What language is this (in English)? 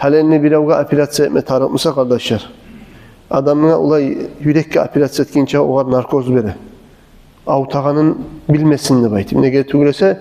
Kumyk